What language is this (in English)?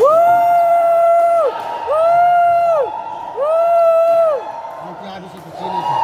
Ambonese Malay